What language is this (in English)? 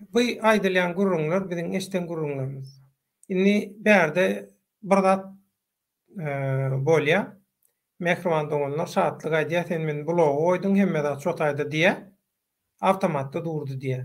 Turkmen